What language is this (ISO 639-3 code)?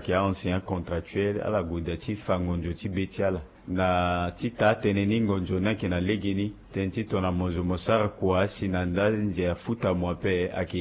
sag